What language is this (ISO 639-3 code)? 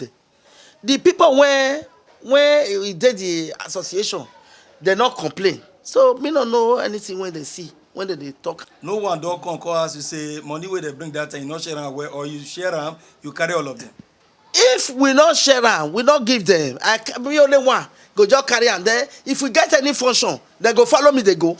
pcm